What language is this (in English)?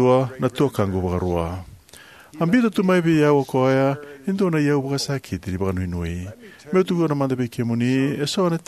Fijian